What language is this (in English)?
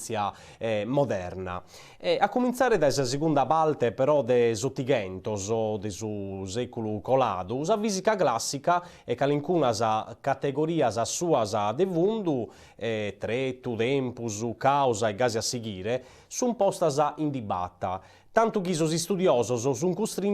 Sardinian